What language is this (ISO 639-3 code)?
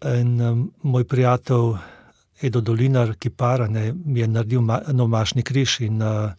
slv